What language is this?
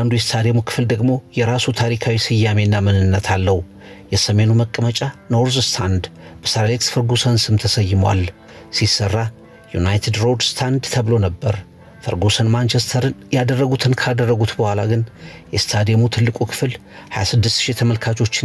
Amharic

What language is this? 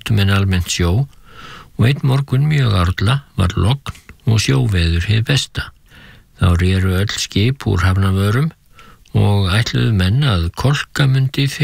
Icelandic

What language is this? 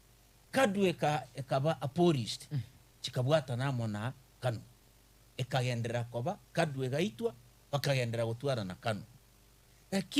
Gusii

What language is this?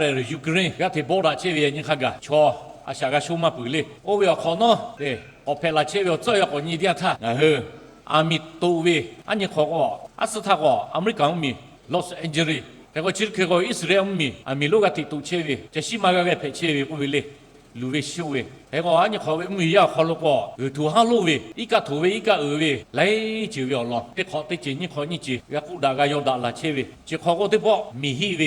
Lahu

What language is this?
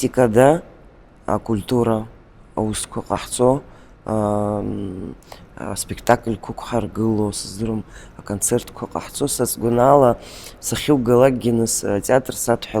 Abkhazian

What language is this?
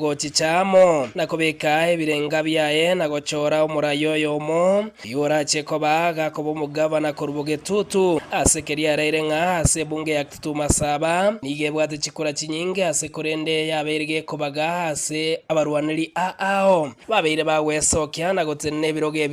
Gusii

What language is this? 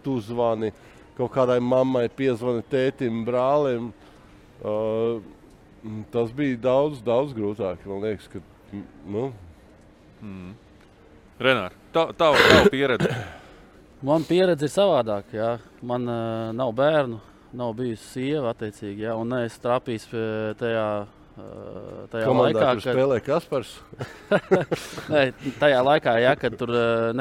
Latvian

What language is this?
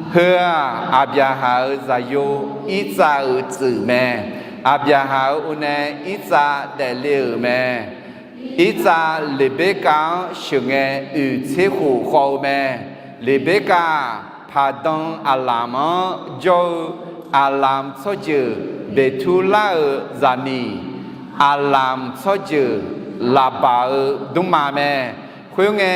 Akha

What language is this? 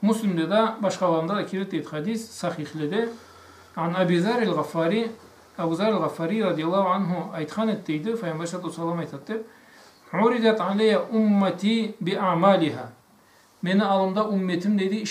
Karachay-Balkar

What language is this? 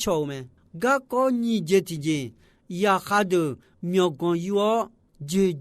Akha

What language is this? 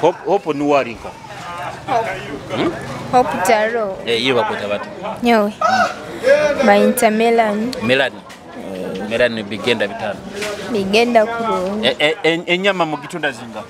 Nyoro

